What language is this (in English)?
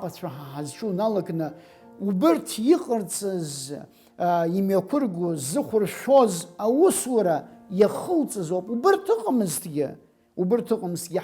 Abkhazian